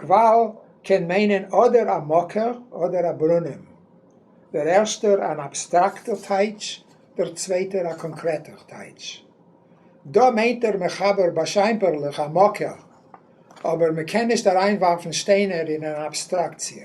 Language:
Yiddish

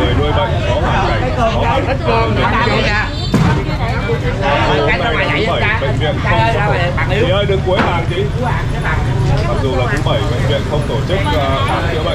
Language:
Vietnamese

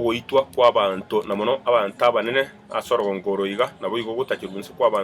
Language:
Gusii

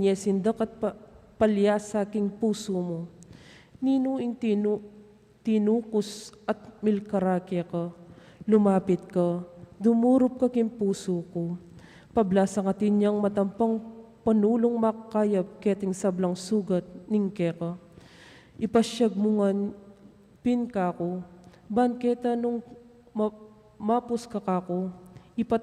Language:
Pampanga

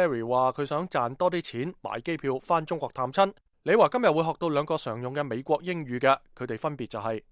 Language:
Cantonese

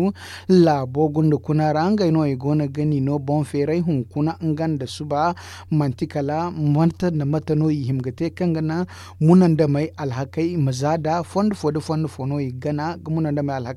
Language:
Zarma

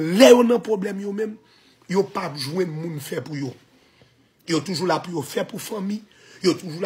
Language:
Haitian Creole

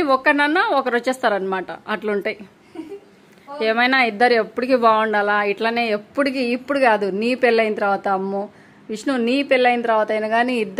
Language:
Telugu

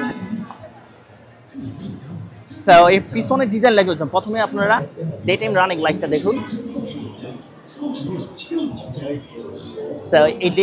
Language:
Bangla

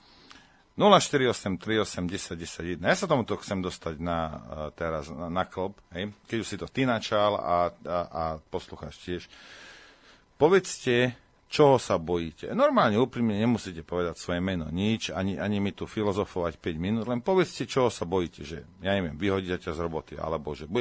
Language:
Slovak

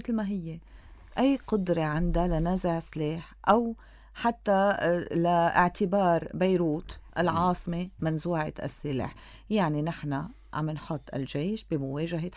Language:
North Levantine Arabic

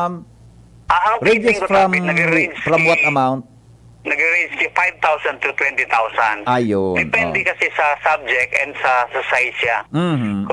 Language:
Bikol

